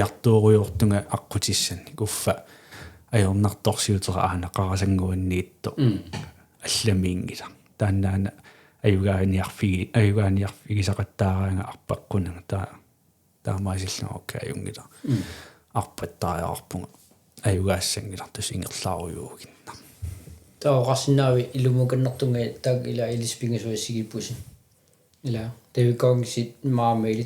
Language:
Kalaallisut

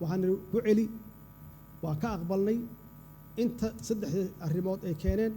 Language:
Somali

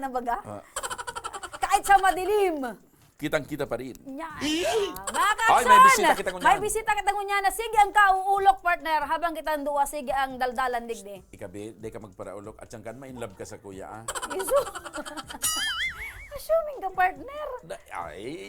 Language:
Bikol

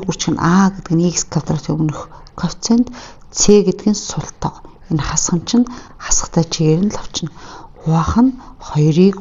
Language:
Mongolian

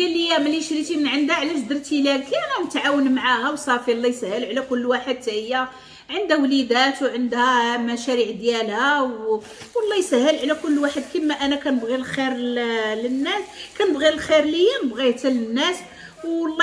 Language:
Moroccan Arabic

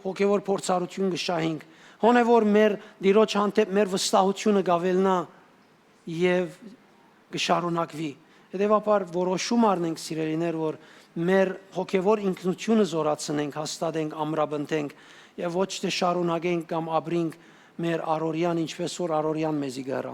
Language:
Western Armenian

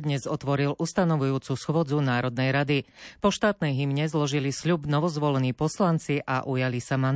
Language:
Slovak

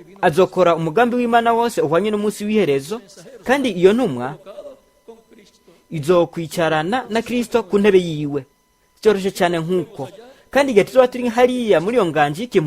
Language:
Rundi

